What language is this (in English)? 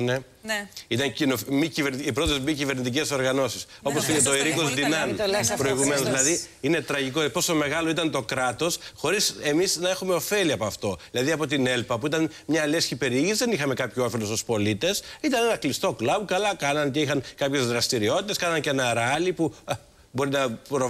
Greek